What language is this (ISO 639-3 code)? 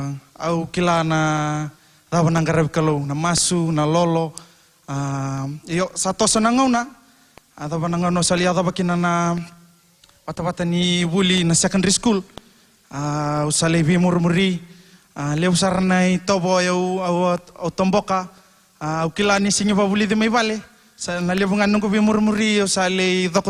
fij